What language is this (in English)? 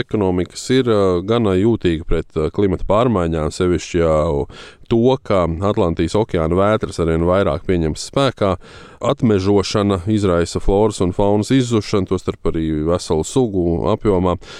Latvian